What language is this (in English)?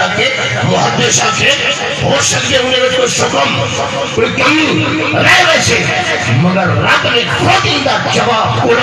Saraiki